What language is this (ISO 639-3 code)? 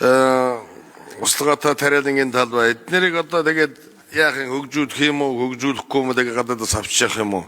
mon